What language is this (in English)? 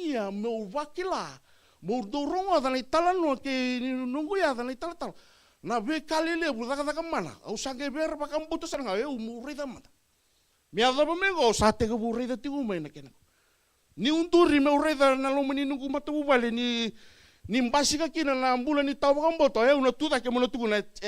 Fijian